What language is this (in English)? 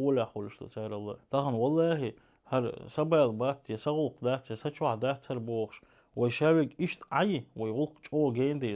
Chechen